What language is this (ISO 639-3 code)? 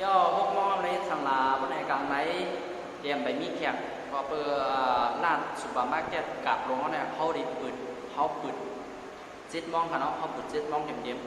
shn